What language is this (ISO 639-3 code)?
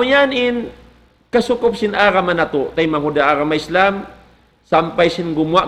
tsg